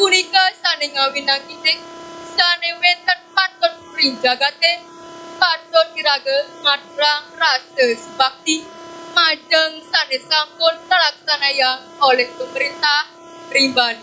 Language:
Balinese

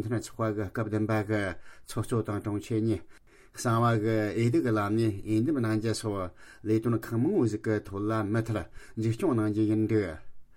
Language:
Tibetan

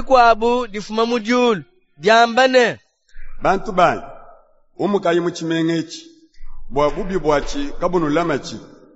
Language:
Luba-Lulua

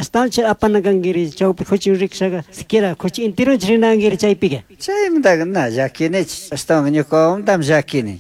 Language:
Chimborazo Highland Quichua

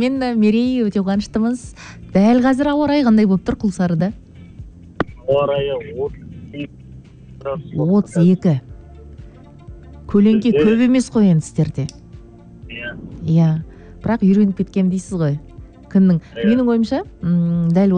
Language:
Kazakh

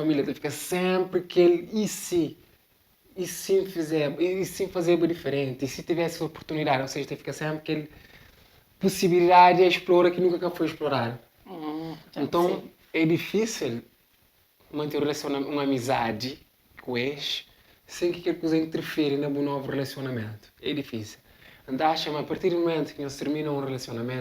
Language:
Kabuverdianu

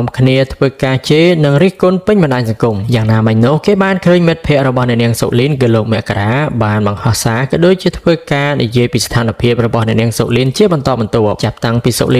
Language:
Khmer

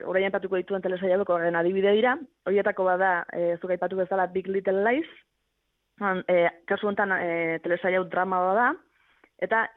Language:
Basque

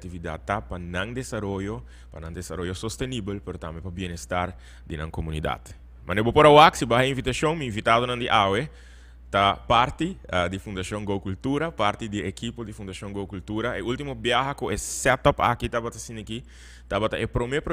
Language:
Papiamento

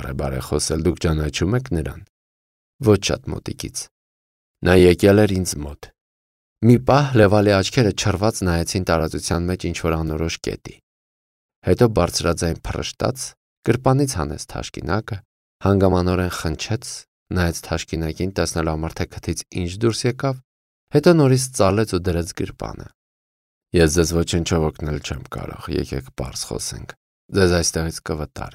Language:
Armenian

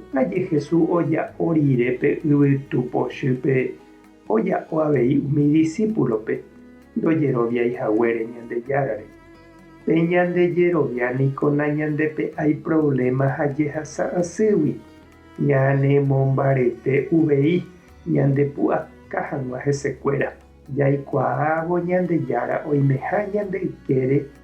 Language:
Guarani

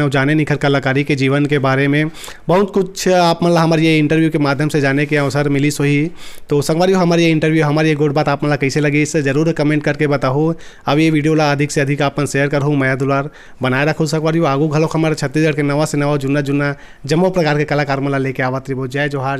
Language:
Chhattisgarhi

